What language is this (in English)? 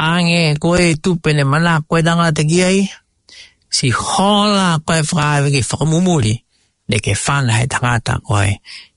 Tongan